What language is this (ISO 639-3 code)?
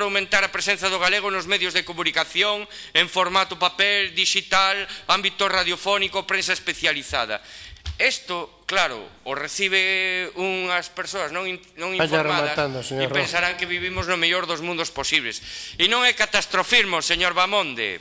glg